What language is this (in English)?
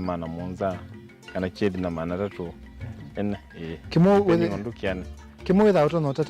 Kamba